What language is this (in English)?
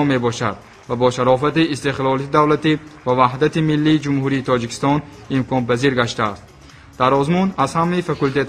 Tajik